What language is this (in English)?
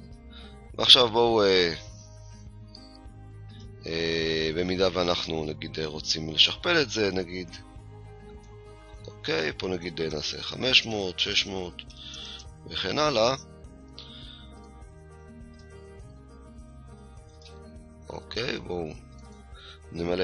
Hebrew